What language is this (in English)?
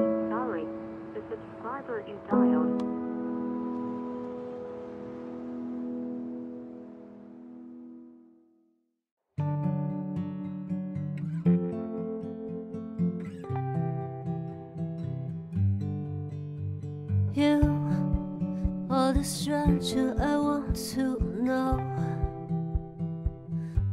Chinese